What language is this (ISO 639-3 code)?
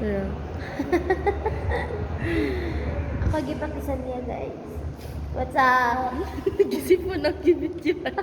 ceb